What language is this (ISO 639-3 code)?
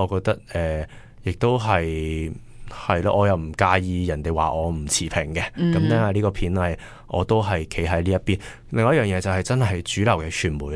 yue